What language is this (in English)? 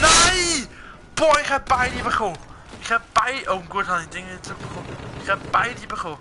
Swiss German